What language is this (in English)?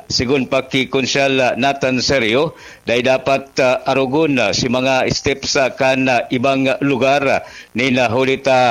Bikol